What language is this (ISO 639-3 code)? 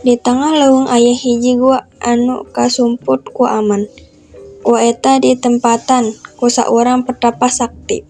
sun